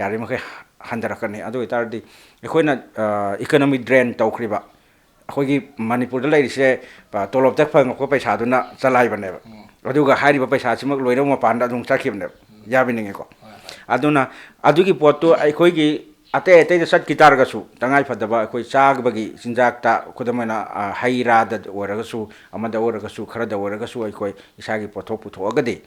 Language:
Manipuri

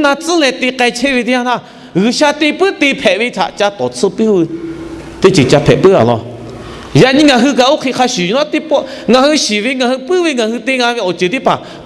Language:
Lahu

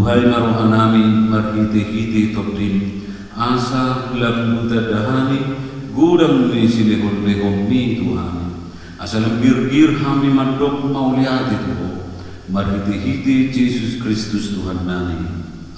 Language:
Batak Toba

